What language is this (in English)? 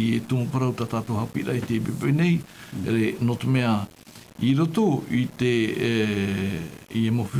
Tahitian